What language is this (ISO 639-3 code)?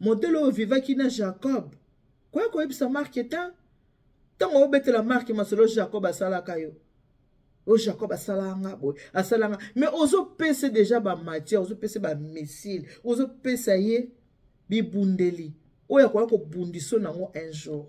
lin